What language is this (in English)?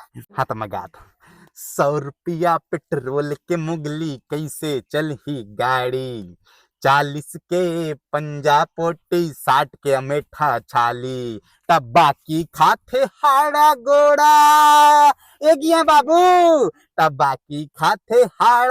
Chhattisgarhi